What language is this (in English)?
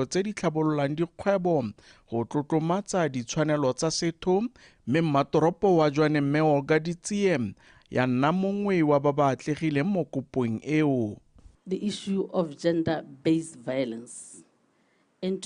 Tswana